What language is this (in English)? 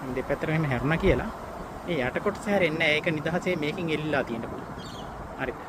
Sinhala